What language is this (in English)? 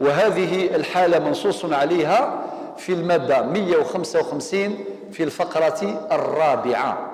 Kabyle